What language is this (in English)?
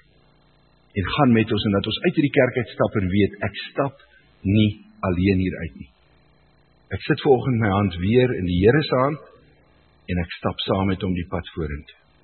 Afrikaans